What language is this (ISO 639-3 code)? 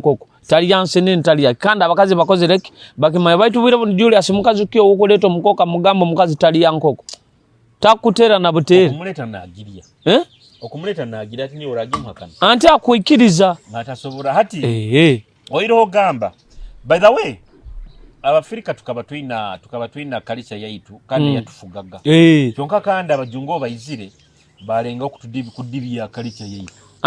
nyo